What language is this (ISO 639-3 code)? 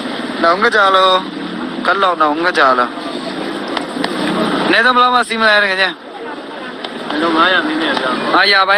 mya